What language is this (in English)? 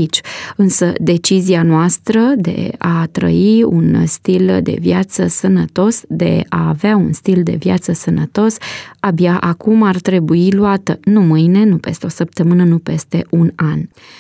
Romanian